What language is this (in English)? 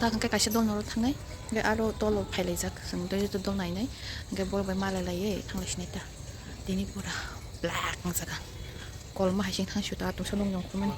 Kok Borok